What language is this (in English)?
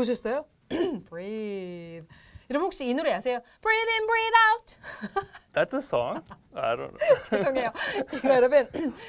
Korean